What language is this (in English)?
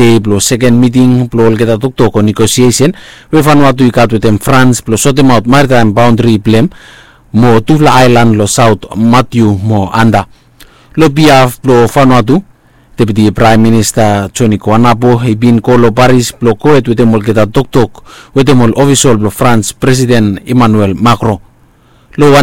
Bislama